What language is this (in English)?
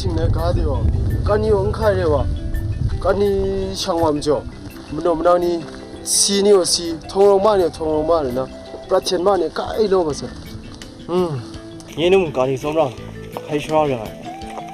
Kachin